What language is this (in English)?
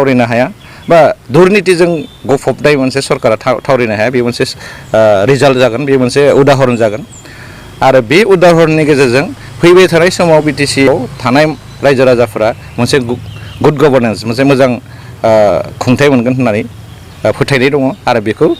Bodo